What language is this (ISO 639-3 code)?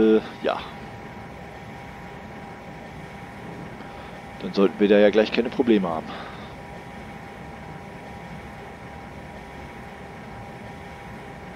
deu